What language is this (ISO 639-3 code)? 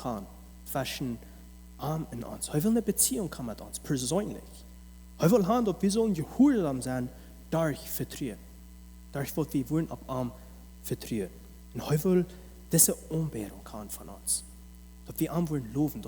pdt